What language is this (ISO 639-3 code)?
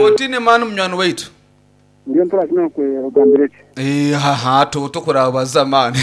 nyn